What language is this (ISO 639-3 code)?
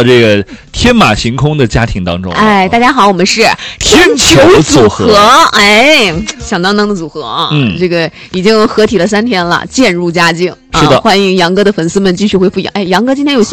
zho